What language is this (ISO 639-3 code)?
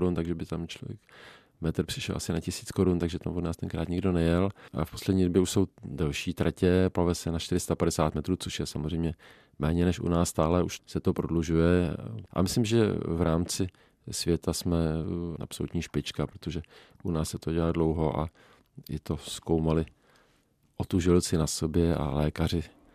ces